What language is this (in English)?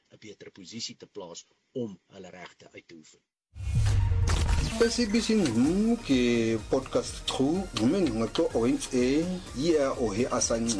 Afrikaans